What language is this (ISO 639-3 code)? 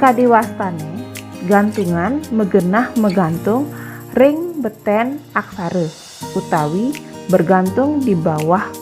ban